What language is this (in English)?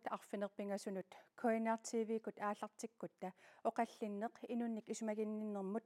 Kalaallisut